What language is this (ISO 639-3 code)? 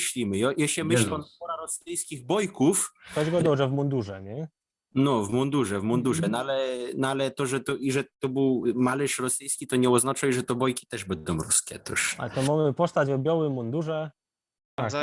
szl